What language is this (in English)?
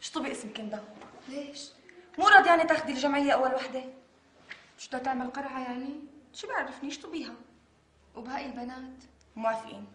North Levantine Arabic